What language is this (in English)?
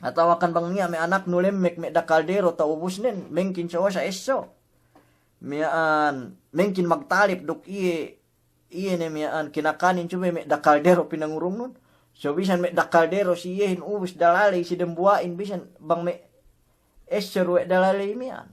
Yakan